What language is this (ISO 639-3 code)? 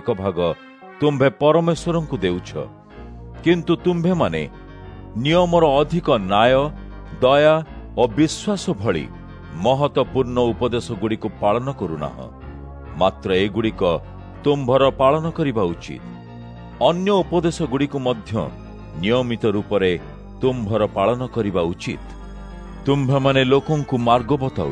ori